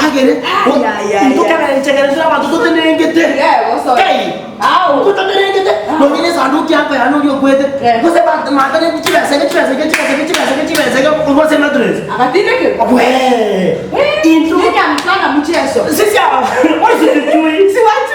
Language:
Gusii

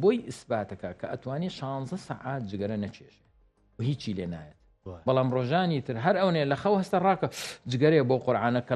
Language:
Central Kurdish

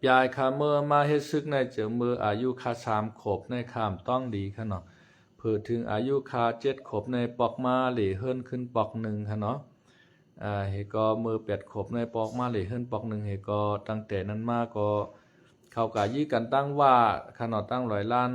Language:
Shan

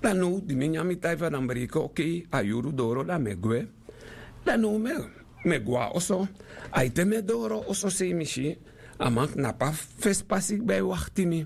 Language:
Sranan Tongo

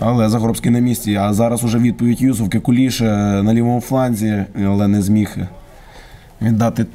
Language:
Ukrainian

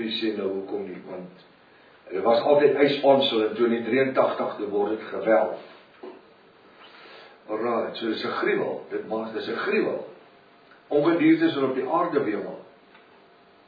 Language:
Afrikaans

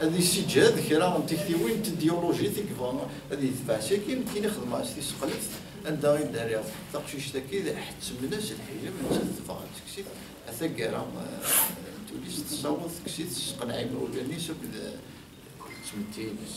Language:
Kabyle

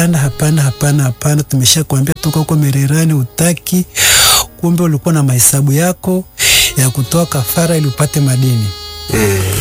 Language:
Swahili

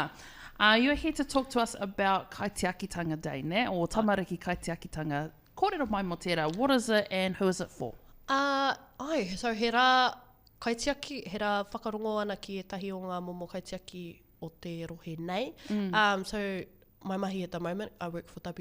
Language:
Māori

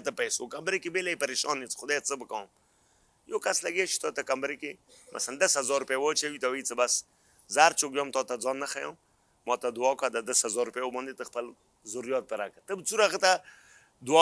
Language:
Pashto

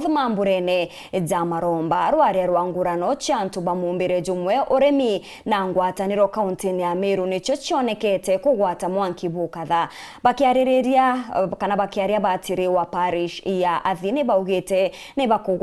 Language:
Meru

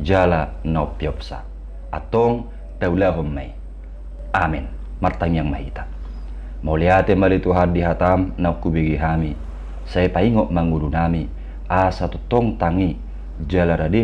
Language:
Batak Toba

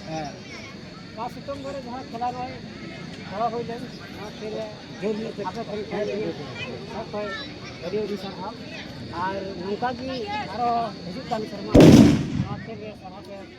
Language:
Santali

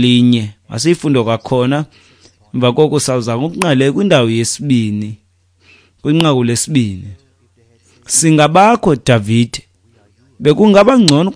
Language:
Xhosa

